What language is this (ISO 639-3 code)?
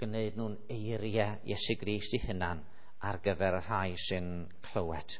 cym